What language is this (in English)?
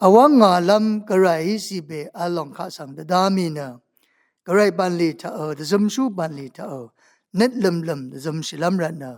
Rawang